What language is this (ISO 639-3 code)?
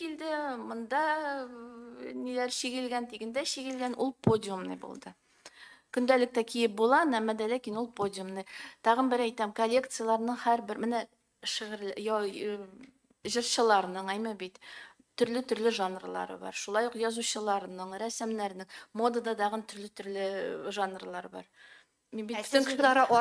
tat